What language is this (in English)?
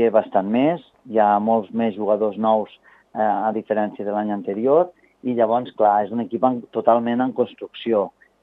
Catalan